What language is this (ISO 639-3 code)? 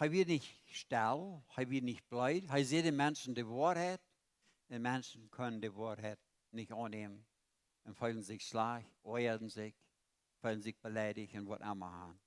pdt